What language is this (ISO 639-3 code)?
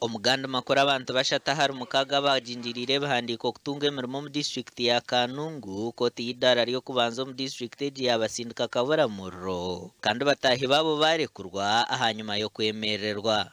nyn